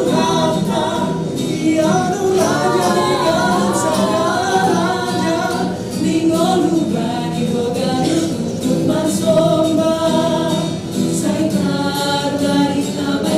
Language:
Batak Simalungun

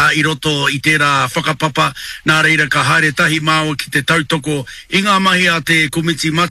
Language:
Māori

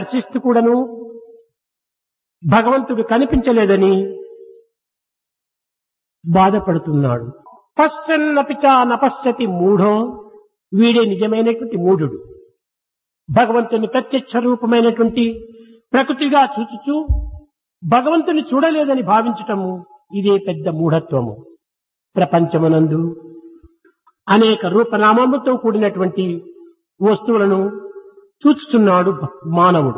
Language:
Telugu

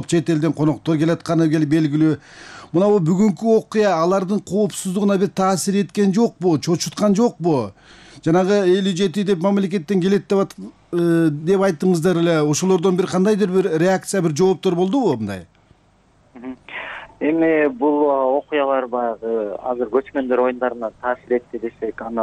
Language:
Kyrgyz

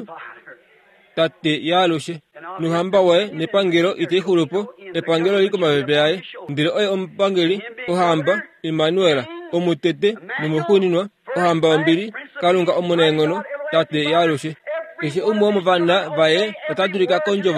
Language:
Kuanyama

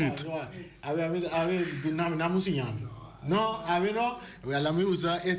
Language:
Papiamento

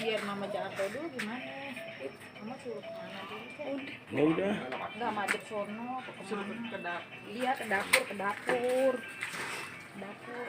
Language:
Betawi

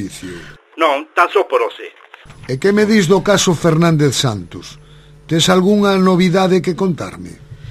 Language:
Galician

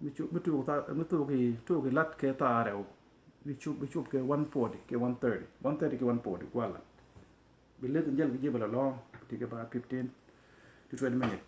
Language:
Nuer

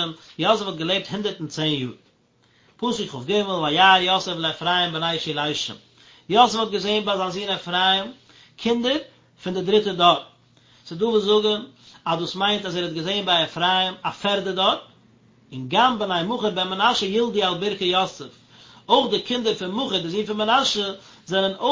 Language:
Yiddish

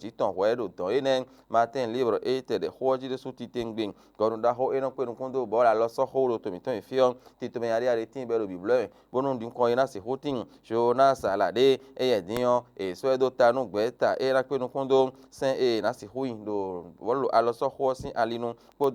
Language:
Fon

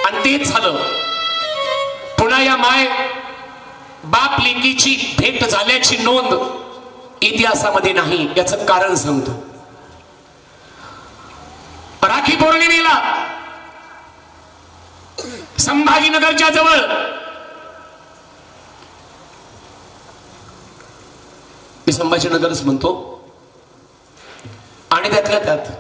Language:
Marathi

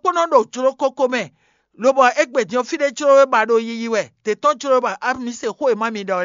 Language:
Fon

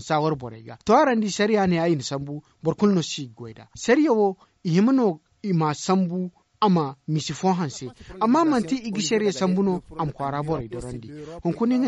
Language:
Zarma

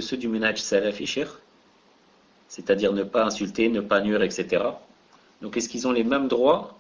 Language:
French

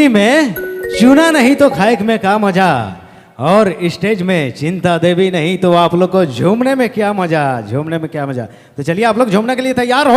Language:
Sadri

